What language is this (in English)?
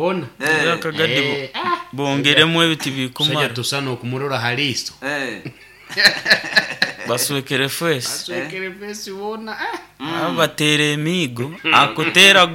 Nyoro